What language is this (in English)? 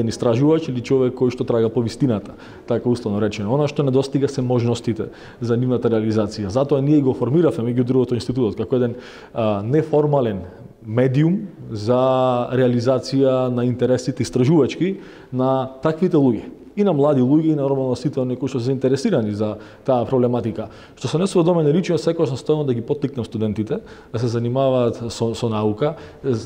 Macedonian